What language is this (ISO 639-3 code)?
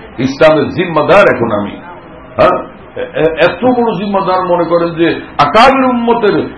ben